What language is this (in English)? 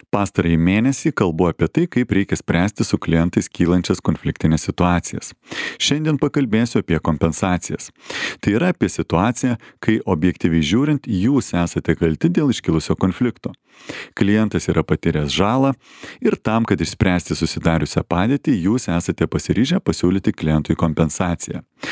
Lithuanian